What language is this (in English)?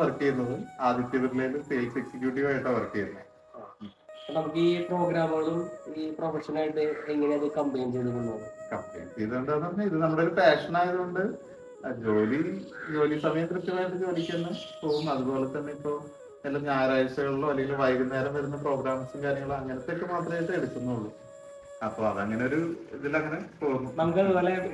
Malayalam